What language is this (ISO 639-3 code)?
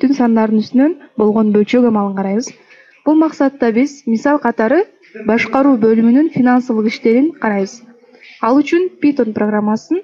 kir